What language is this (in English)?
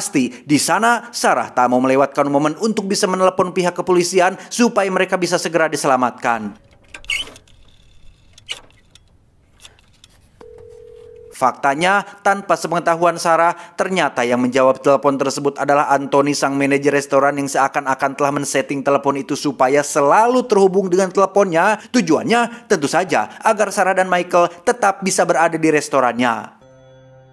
Indonesian